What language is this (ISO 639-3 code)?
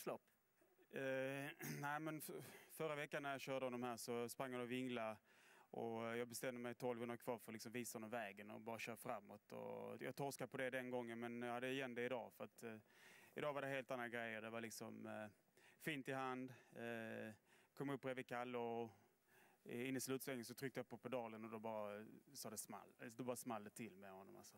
swe